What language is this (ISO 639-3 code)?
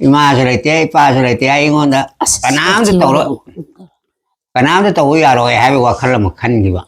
mni